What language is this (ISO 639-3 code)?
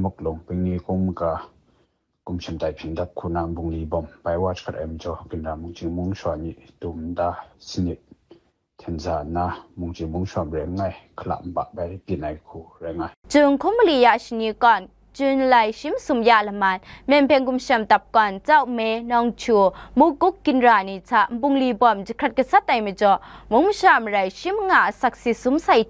kac